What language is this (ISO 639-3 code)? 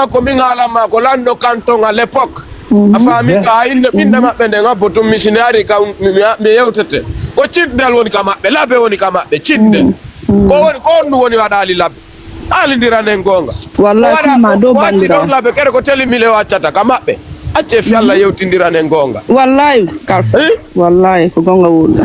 ful